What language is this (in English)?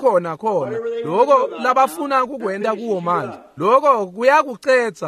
Swati